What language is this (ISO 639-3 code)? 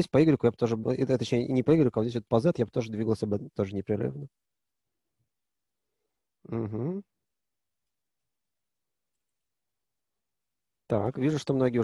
rus